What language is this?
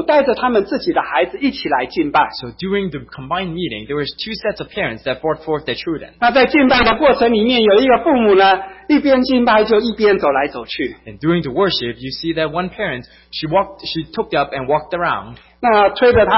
Chinese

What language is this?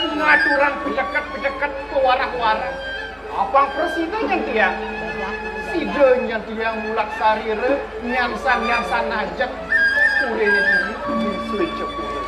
Balinese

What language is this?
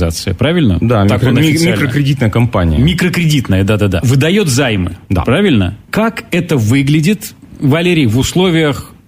Russian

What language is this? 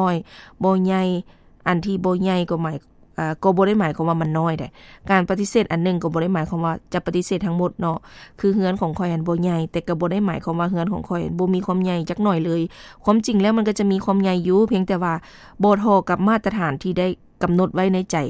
Lao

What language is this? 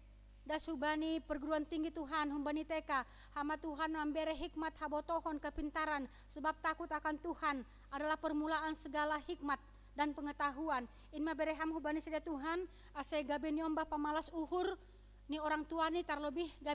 Batak Simalungun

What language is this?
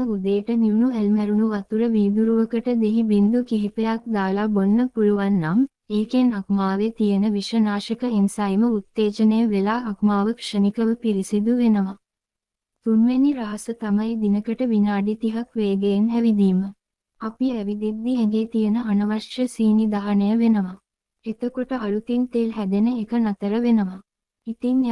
Sinhala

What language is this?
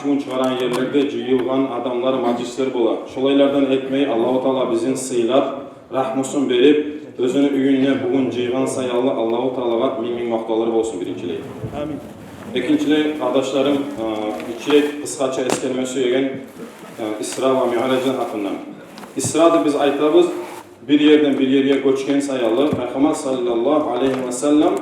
Kumyk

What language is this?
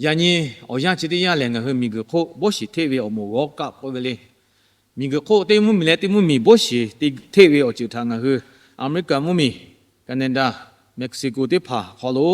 Lahu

